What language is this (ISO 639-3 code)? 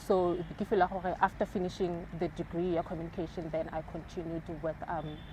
tsn